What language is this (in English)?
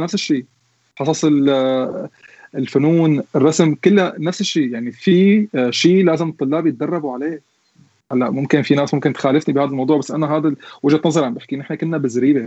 North Levantine Arabic